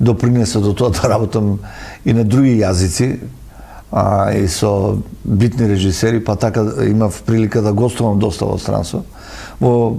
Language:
Macedonian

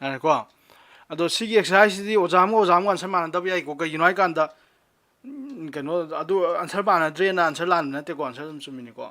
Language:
Manipuri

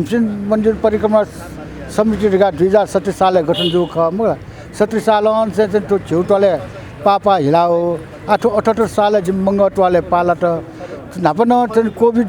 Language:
Newari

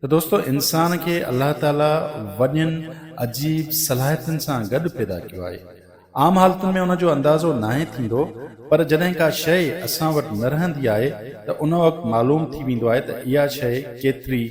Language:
Sindhi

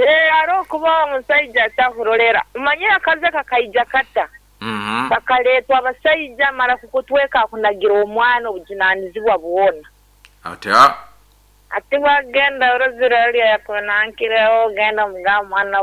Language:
Nyankole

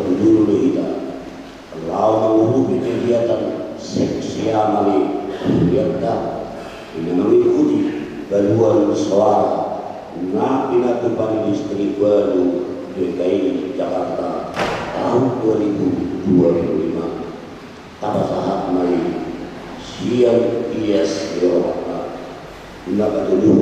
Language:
Batak Toba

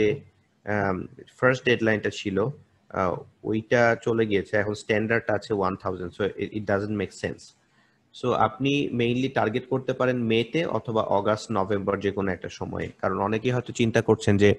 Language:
Bangla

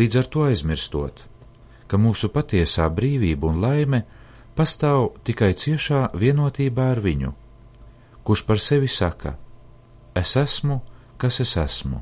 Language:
Latvian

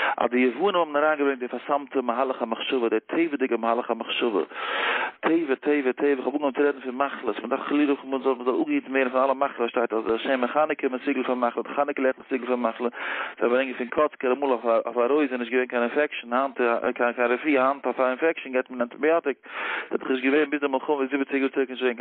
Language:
Yiddish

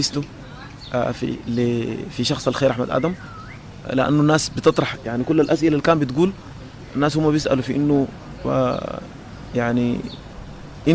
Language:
Sudanese Arabic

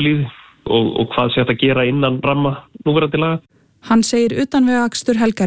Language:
Icelandic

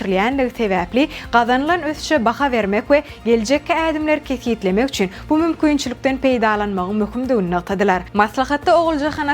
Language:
Turkmen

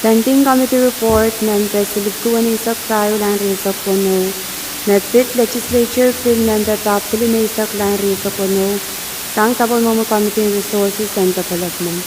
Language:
Pohnpeian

